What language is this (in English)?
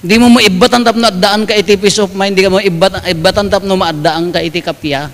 Iloko